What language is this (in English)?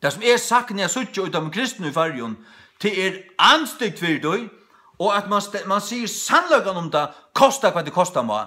Faroese